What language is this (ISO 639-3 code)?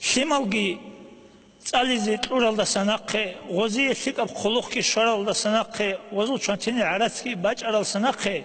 ava